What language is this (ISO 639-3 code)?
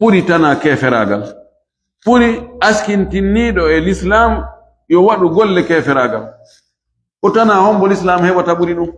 ful